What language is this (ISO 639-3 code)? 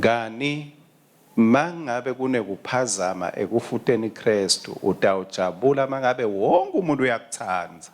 ssw